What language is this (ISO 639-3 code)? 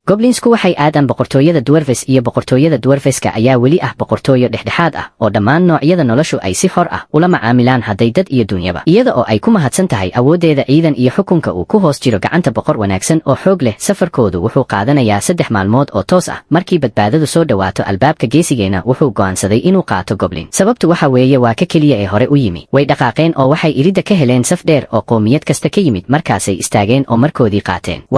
som